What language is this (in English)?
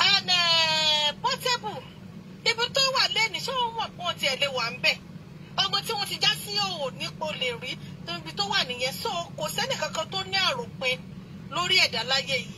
Yoruba